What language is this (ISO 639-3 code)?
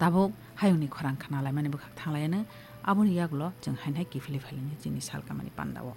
trp